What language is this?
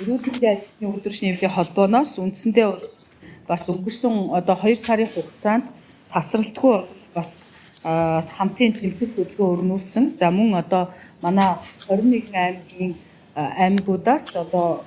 Mongolian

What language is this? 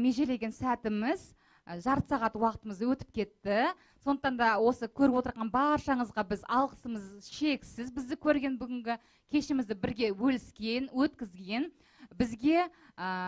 Kazakh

